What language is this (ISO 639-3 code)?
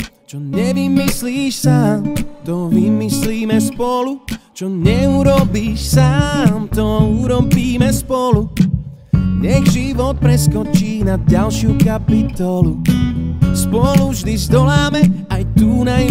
slk